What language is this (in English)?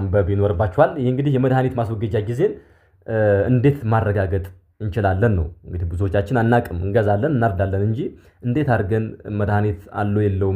Amharic